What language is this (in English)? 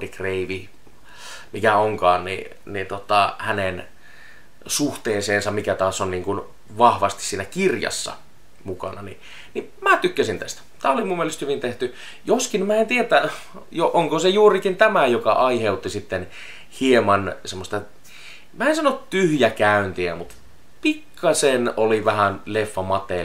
Finnish